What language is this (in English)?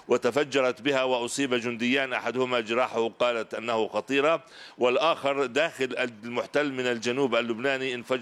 Arabic